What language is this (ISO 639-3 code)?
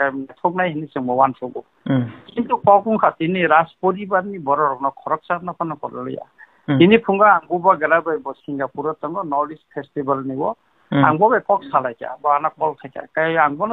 trp